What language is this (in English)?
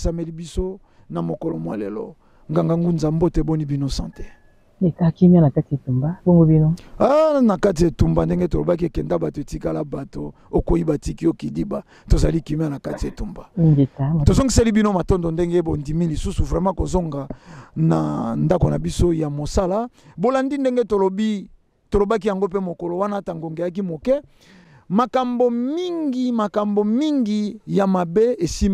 Lingala